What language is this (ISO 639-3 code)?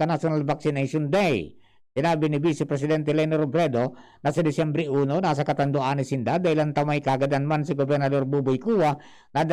bik